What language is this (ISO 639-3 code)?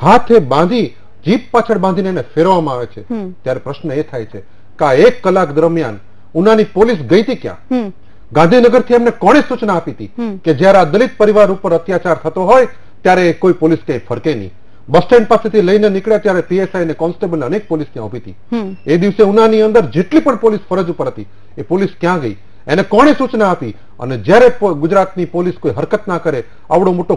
guj